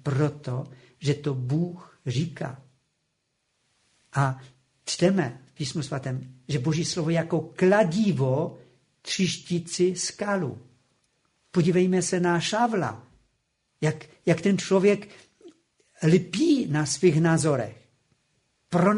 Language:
Czech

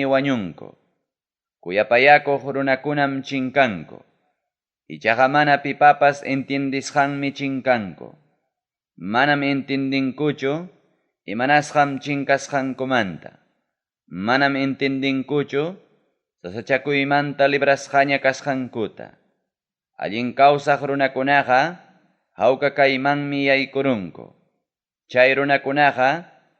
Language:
Ayacucho Quechua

